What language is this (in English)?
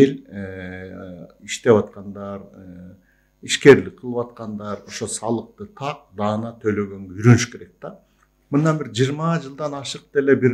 Kyrgyz